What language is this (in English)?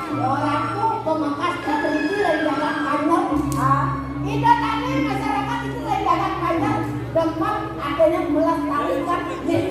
Balinese